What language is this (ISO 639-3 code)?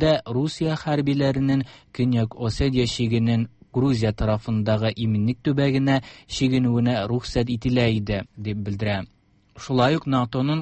tat